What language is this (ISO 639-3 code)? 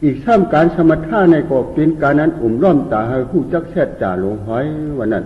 shn